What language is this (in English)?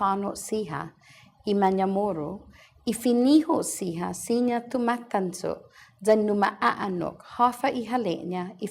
Chamorro